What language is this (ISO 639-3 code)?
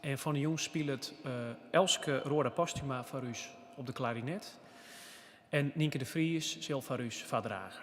fry